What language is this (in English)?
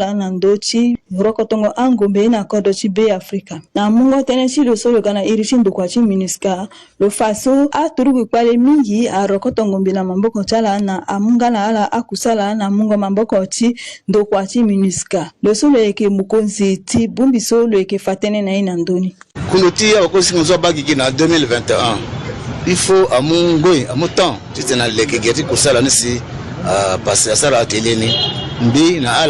Sango